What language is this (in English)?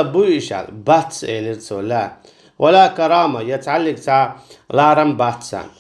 Chechen